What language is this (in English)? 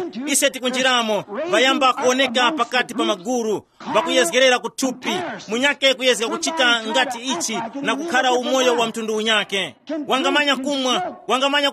Tumbuka